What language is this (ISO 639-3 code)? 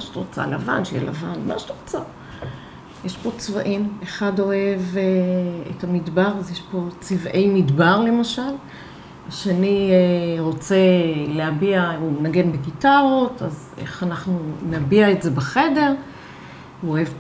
heb